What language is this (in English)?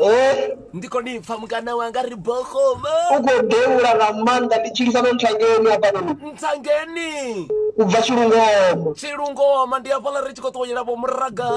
Venda